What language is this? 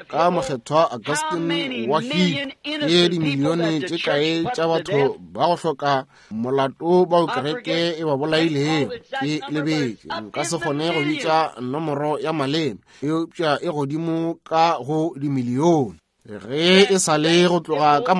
Northern Sotho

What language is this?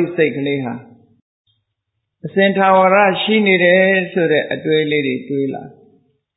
Burmese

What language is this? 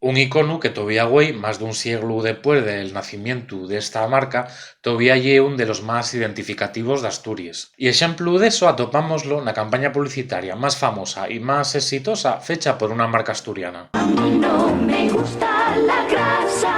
Asturian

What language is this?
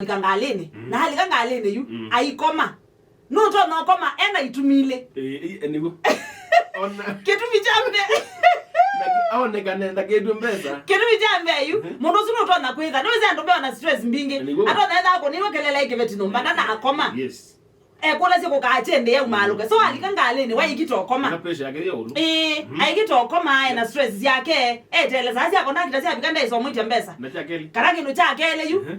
Kamba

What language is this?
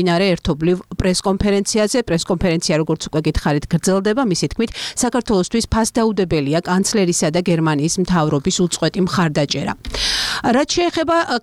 Georgian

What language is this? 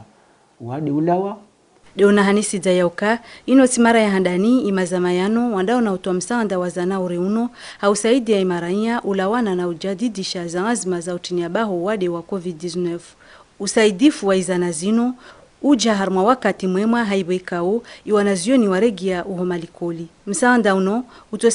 Ngazidja Comorian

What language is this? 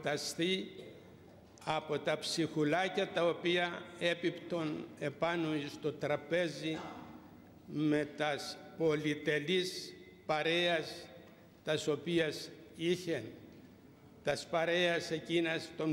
Greek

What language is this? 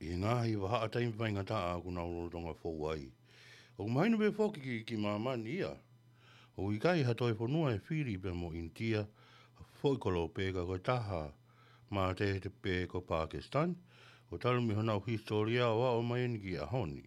Tongan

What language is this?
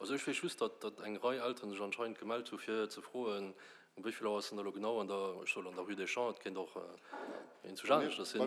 Luxembourgish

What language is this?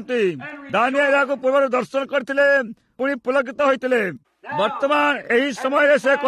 Odia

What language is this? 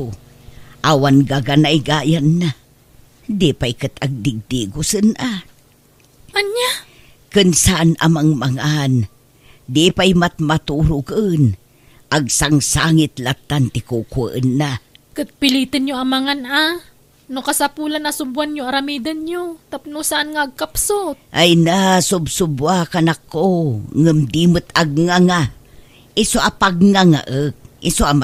Iloko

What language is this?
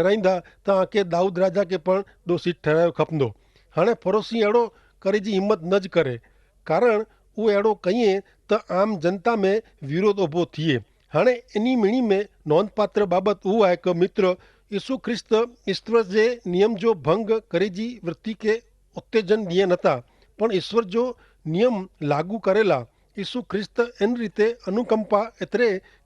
Kachhi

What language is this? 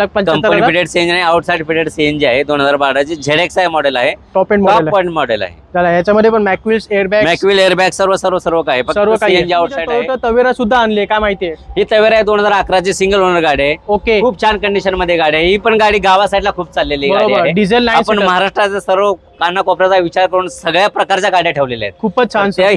Marathi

